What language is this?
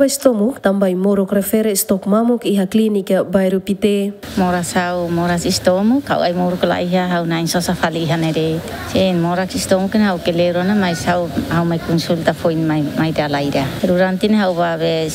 Tetum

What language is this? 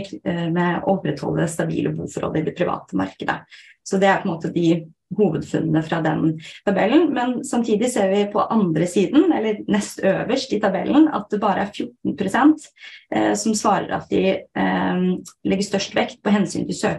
Norwegian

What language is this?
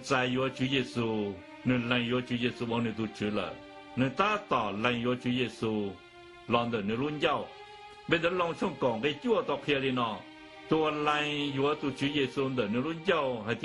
Hmong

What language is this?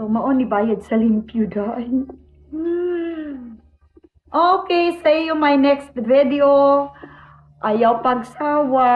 Cebuano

